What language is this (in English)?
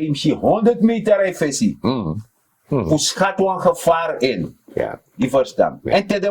Sranan Tongo